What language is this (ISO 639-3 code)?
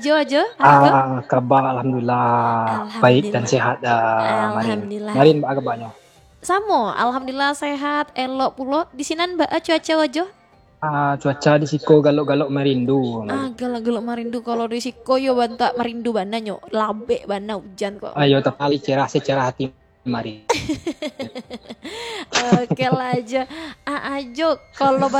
min